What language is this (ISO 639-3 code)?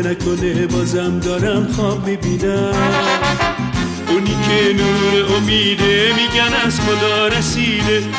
fas